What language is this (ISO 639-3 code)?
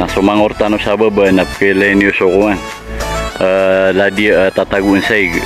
mrw